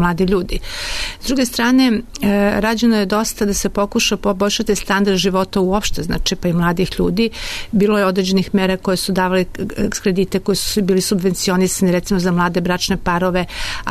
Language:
Serbian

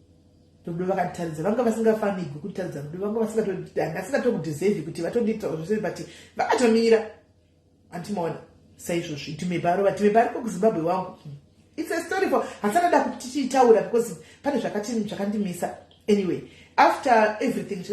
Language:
Shona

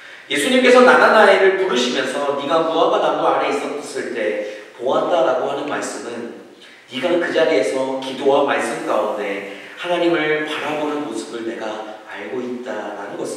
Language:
Korean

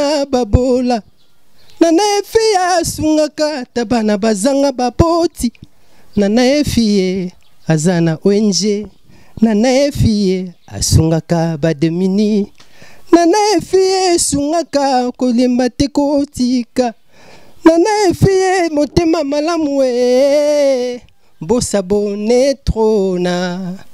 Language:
Lingala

